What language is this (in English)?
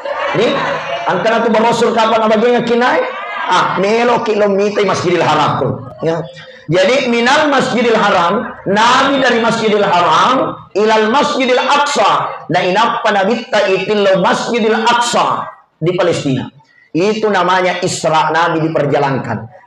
Buginese